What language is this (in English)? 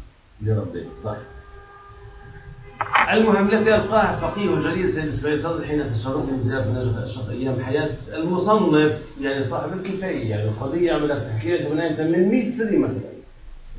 Arabic